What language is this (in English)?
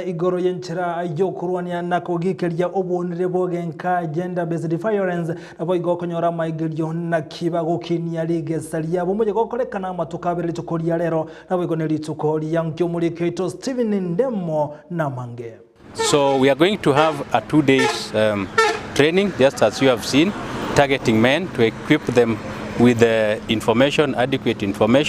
Gusii